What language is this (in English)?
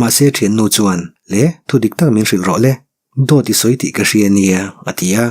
Mizo